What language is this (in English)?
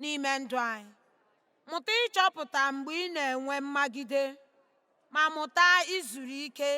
Igbo